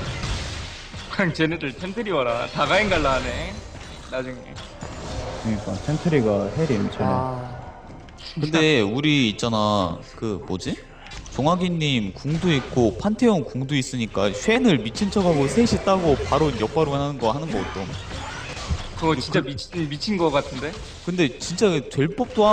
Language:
Korean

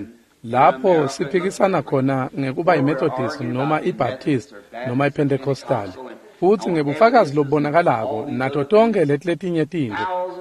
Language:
Swati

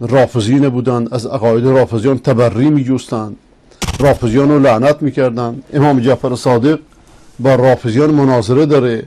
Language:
Persian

